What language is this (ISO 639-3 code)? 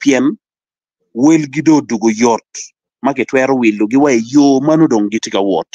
ach